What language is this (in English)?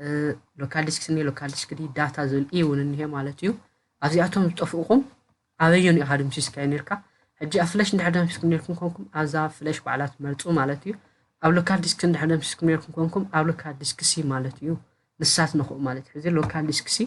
Tigrinya